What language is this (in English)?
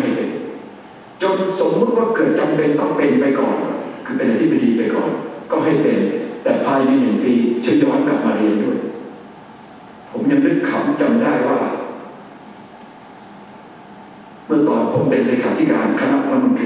Thai